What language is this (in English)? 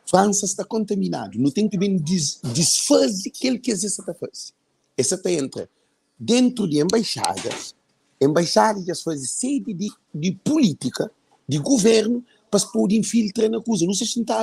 Kabuverdianu